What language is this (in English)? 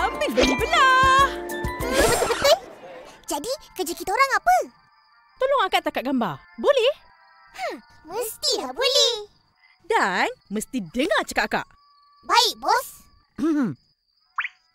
Malay